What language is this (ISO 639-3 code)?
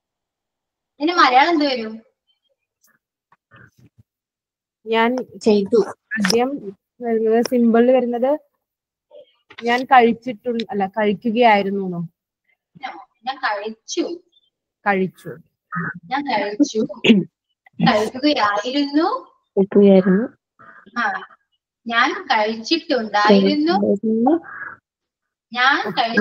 mal